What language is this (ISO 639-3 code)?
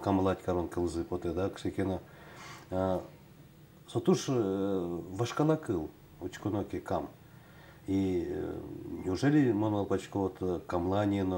udm